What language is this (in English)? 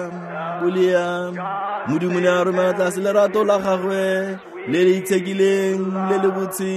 Tswana